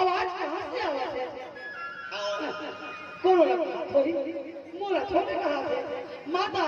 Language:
Chhattisgarhi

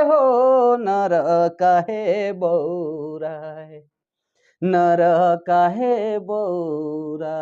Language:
Sadri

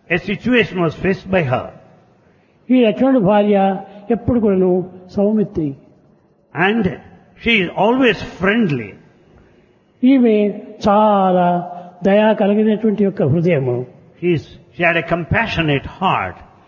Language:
Telugu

